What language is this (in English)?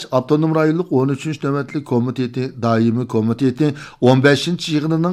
Uyghur